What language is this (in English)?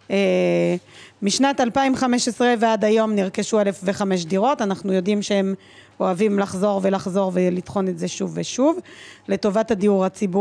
Hebrew